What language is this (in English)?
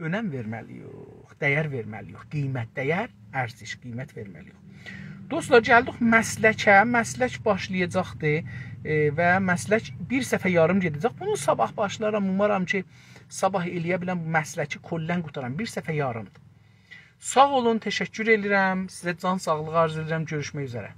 South Azerbaijani